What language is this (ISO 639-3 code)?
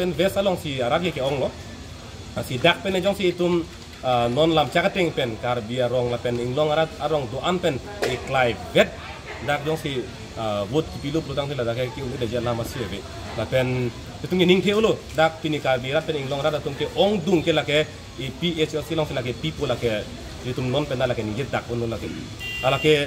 mjw